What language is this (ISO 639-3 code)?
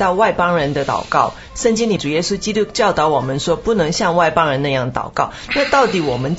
zho